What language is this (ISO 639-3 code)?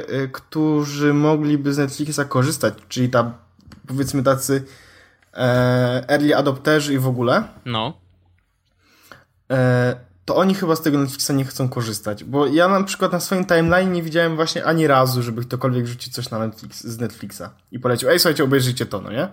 pol